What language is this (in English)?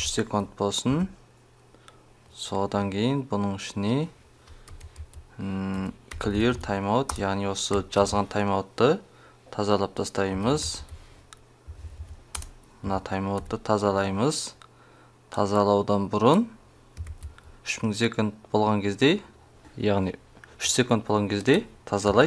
Kazakh